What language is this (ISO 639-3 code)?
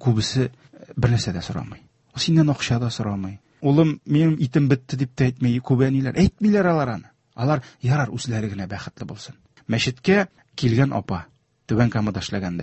tat